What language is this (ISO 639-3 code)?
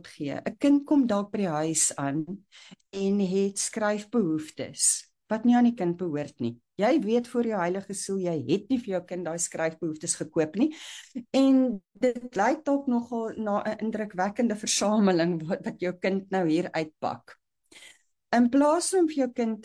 afr